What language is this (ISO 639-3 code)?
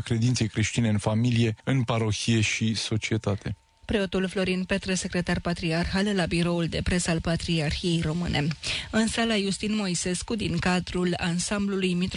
ron